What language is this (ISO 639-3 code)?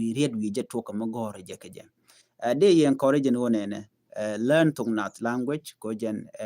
nus